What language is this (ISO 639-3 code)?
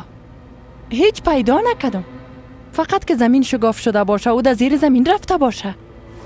fas